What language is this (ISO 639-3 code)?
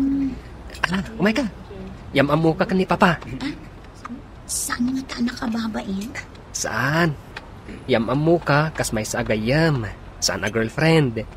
ilo